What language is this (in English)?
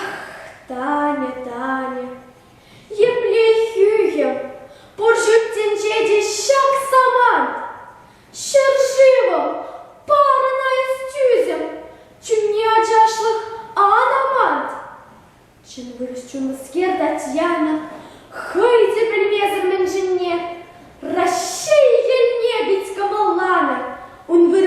Chuvash